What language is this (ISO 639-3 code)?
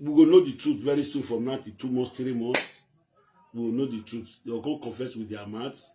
pcm